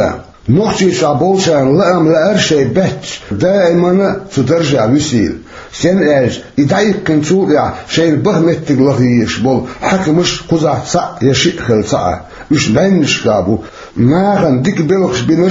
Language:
Chechen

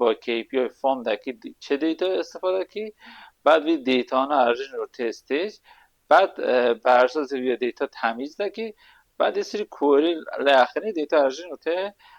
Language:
Kurdish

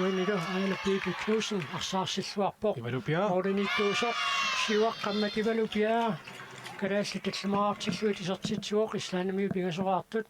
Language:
Kalaallisut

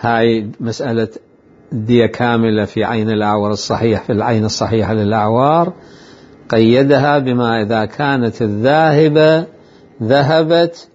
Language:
Mesopotamian Arabic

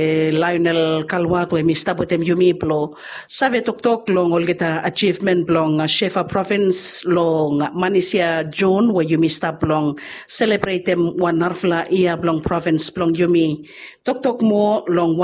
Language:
Bislama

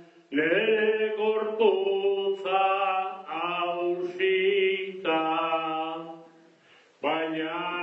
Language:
Basque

